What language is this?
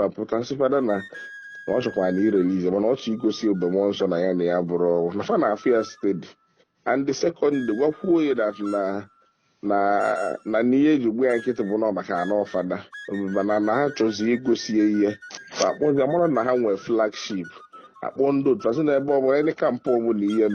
Igbo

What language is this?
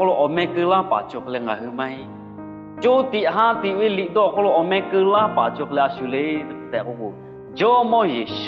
Lahu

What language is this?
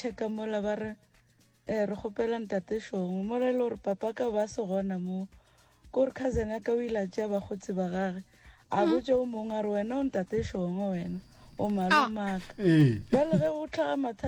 Northern Sotho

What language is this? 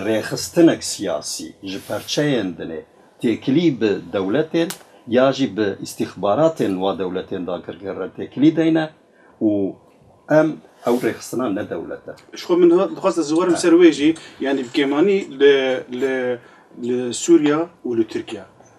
Kurdish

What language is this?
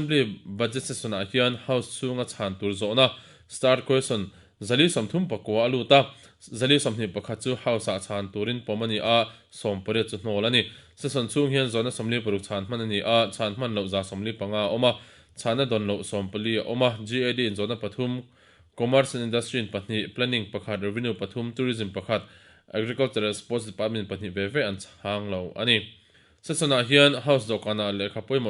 Mizo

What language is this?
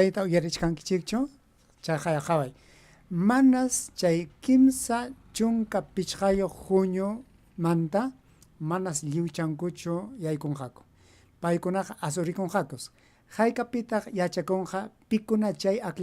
Ayacucho Quechua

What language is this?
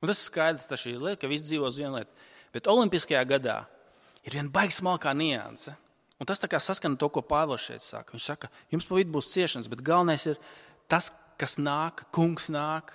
Latvian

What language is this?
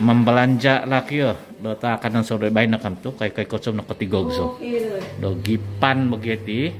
Central Dusun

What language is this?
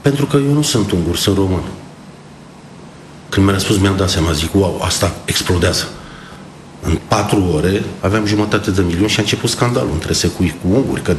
Romanian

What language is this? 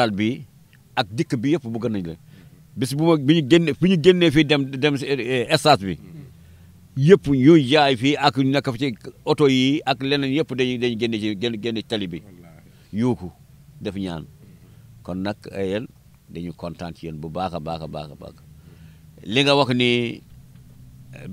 Wolof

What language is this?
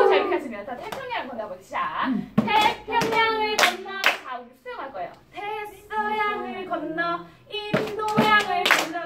Korean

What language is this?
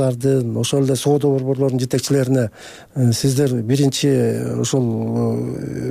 Kyrgyz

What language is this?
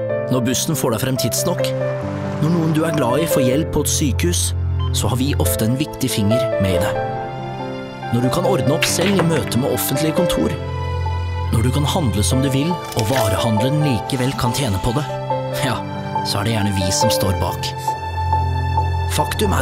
Norwegian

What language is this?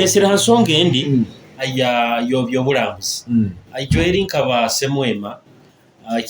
Nyoro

